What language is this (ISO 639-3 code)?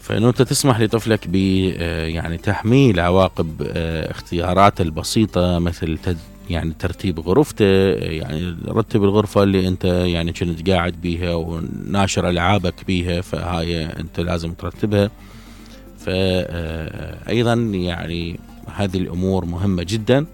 acm